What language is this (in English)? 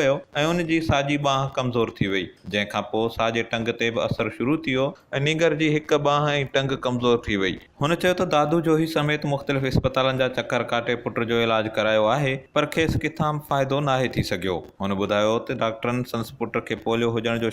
Sindhi